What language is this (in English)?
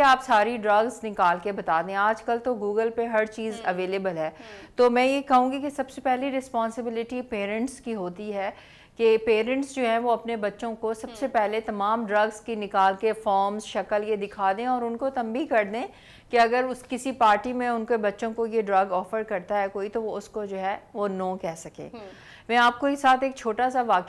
Urdu